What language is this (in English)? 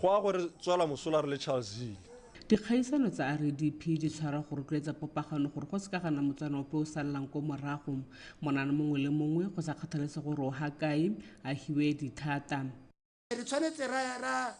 Tswana